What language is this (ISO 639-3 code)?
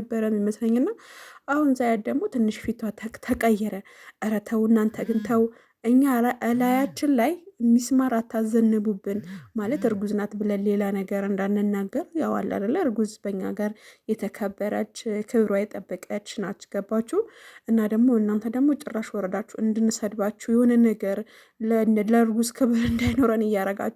amh